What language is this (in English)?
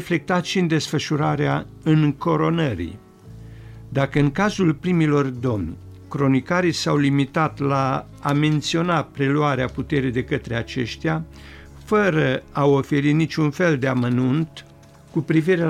Romanian